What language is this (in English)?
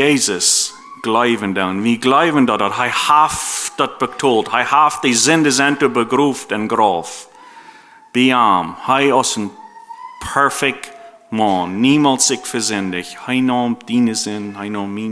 Plautdietsch